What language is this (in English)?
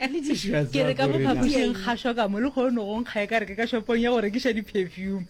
Northern Sotho